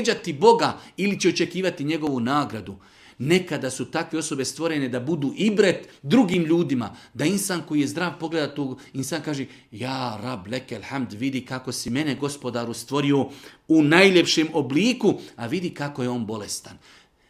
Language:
Bosnian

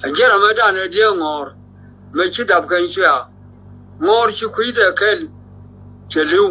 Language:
Nuer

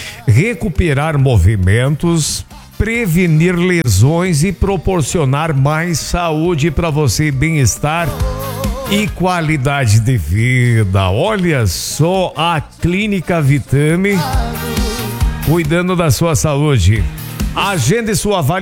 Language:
Portuguese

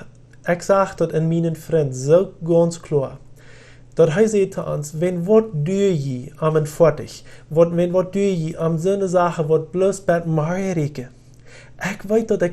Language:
Plautdietsch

